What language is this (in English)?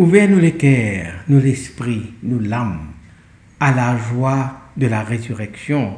Morisyen